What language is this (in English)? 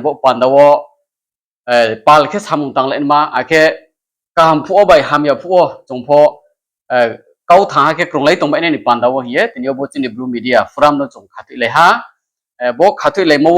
Riang (India)